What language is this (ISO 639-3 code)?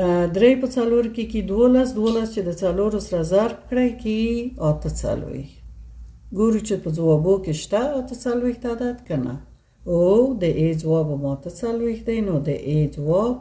pus